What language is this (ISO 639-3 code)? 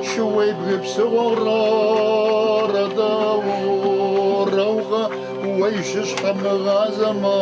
kbd